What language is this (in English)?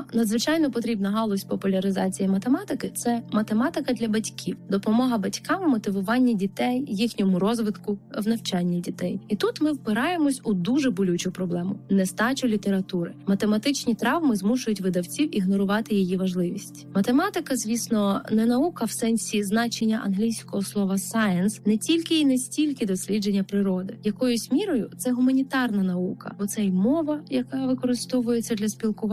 Ukrainian